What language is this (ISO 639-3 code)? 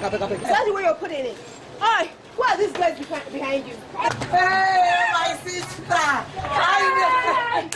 pcm